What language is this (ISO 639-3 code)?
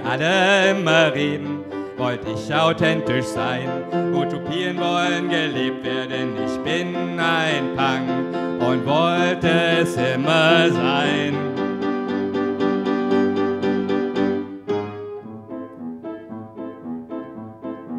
deu